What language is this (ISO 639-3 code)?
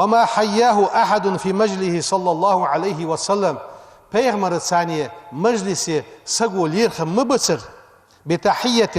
inh